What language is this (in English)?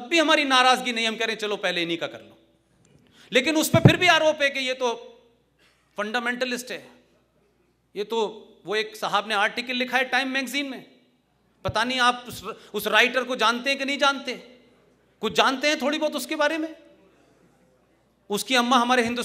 Hindi